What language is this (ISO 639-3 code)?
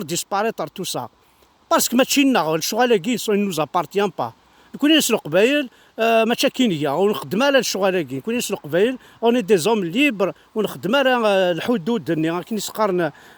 kab